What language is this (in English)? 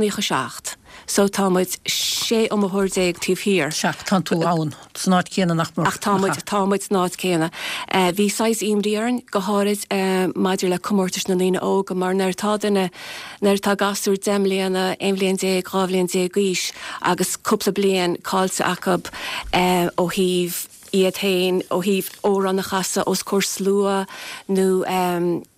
Irish